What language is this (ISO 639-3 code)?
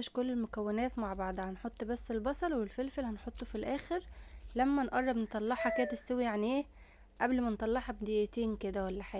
arz